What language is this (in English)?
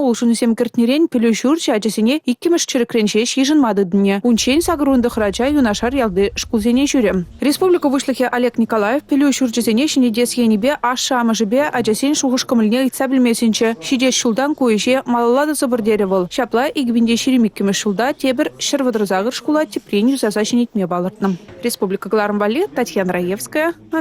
Chuvash